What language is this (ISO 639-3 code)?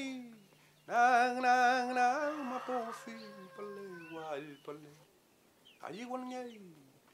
arn